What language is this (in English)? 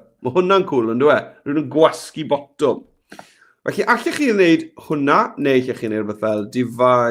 Welsh